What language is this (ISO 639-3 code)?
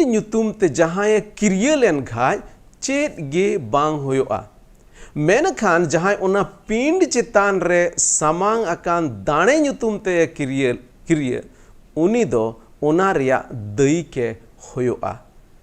sat